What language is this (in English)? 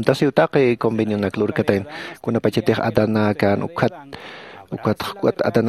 Aymara